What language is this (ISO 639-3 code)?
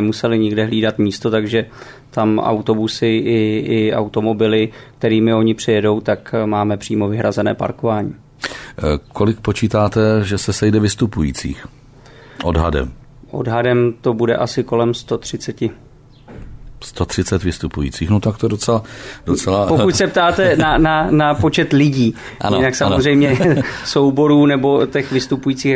ces